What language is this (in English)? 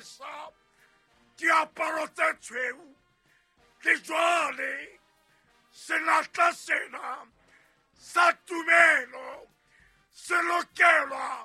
Southern Sotho